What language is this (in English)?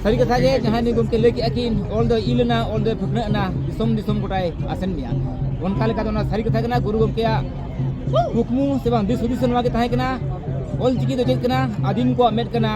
Santali